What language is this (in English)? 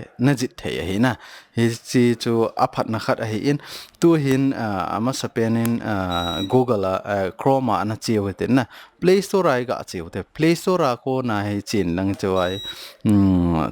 Thado Chin